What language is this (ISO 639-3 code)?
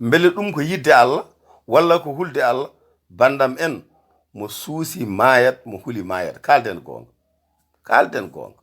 ful